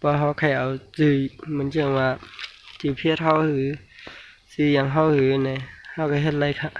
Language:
Shan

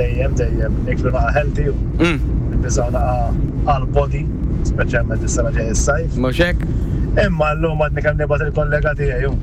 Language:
Maltese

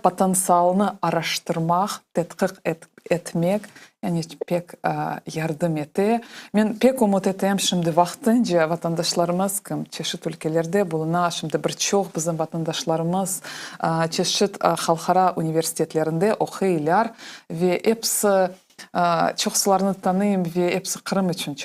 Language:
Crimean Tatar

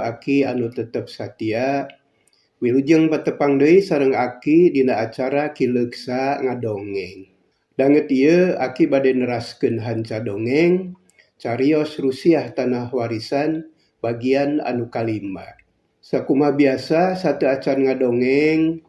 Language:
Sundanese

